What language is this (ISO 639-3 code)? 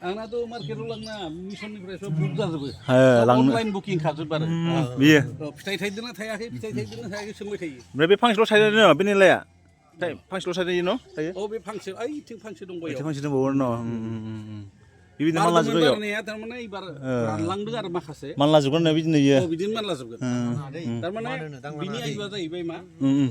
brx